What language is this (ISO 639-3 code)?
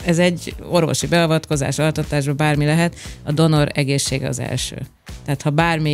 hun